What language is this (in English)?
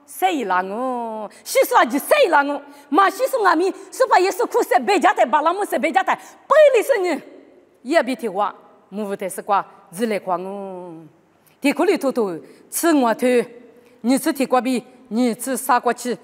Lisu